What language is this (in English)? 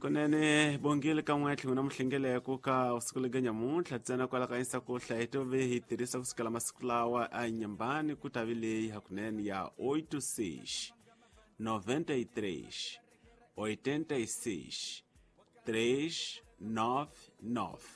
Tsonga